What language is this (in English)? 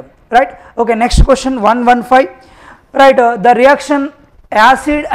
Telugu